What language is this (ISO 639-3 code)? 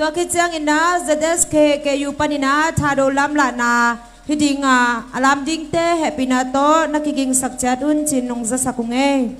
ctd